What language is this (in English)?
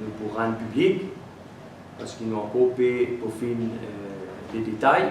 Morisyen